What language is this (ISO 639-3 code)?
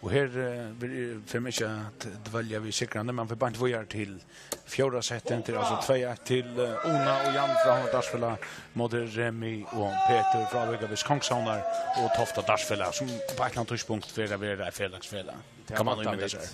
fao